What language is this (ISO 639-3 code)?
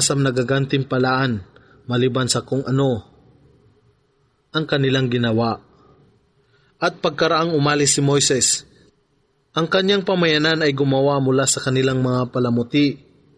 fil